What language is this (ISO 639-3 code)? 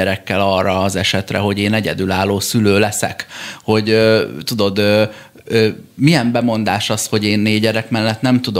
hun